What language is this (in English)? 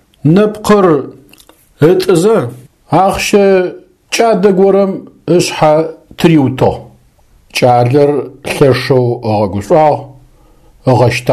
Adyghe